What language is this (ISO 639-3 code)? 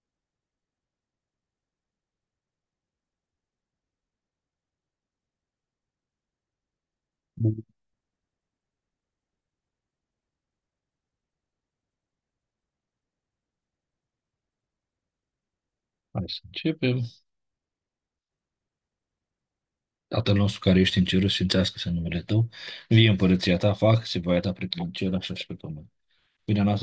ron